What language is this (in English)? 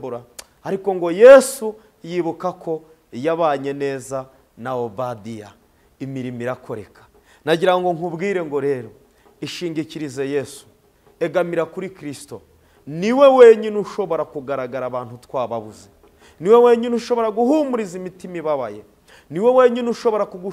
Kinyarwanda